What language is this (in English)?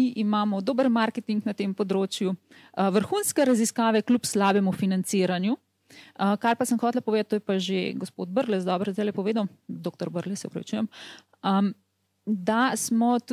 Slovenian